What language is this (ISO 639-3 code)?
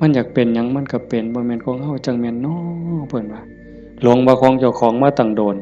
tts